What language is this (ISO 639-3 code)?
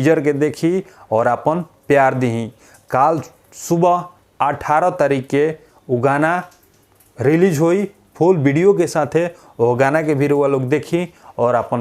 bho